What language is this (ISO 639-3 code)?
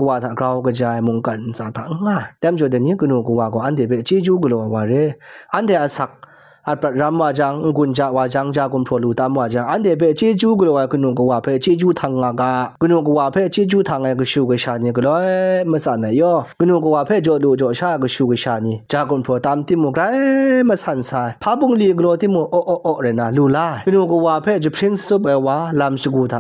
kac